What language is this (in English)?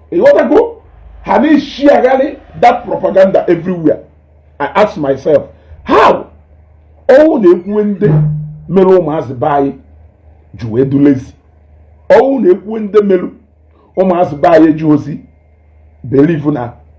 Igbo